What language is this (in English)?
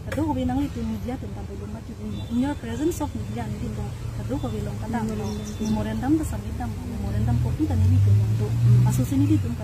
Karbi